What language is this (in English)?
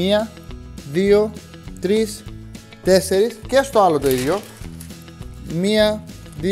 Greek